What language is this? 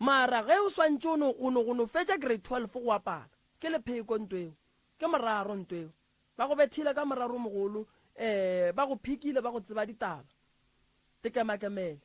Northern Sotho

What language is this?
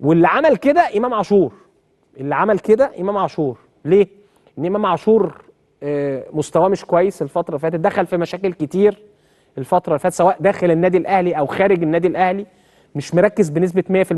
Egyptian Arabic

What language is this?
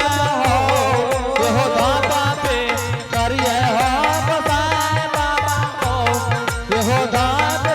Angika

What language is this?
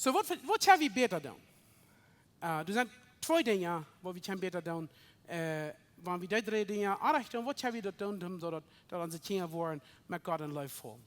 Plautdietsch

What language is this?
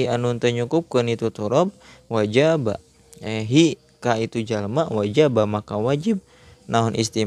Sundanese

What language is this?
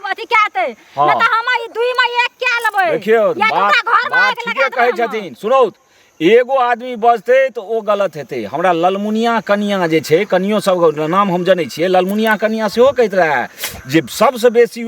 Maithili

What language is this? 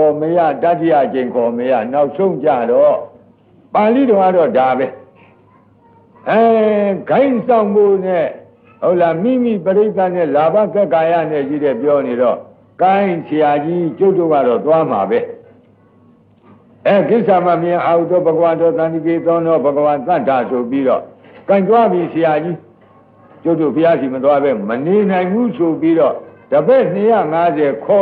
Burmese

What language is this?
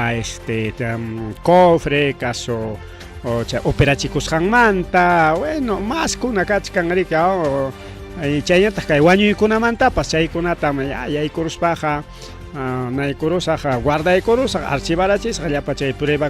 Ayacucho Quechua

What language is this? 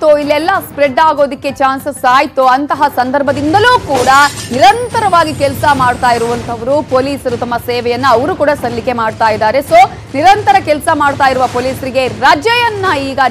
Kannada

